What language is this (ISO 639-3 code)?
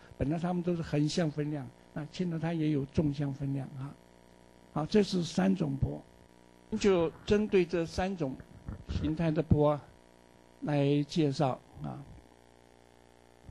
zho